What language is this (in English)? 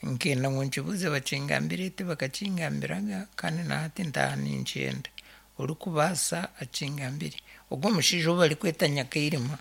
Nyankole